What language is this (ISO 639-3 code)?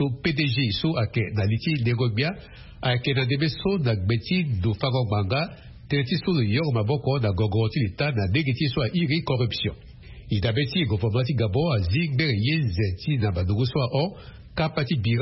sag